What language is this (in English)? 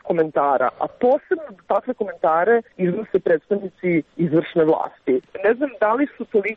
Serbian